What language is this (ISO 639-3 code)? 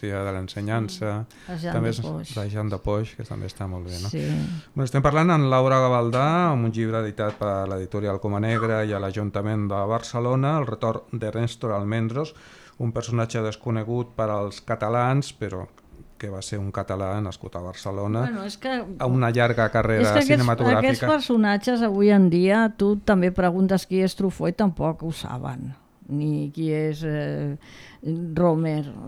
cat